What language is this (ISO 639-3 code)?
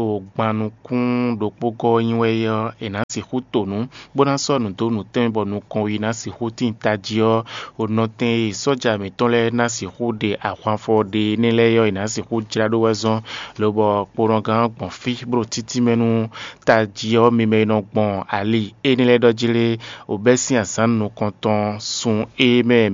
fon